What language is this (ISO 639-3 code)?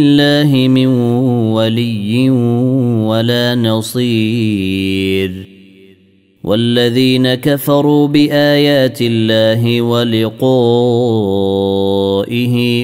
ara